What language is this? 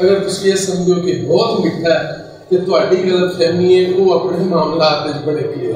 Western Panjabi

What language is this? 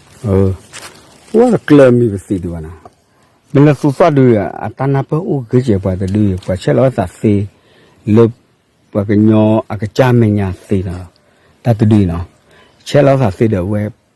S'gaw Karen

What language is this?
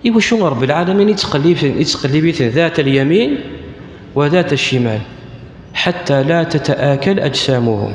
Kabyle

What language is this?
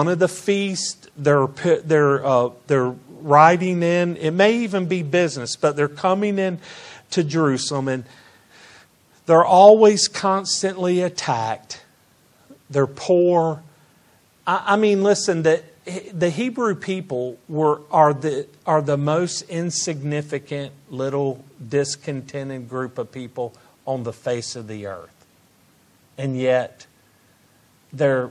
English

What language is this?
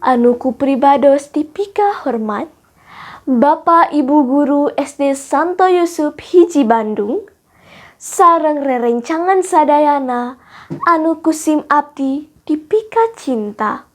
Sundanese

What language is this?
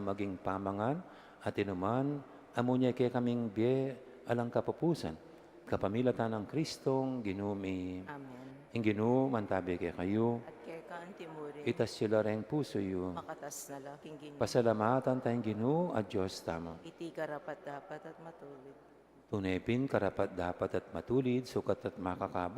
Pampanga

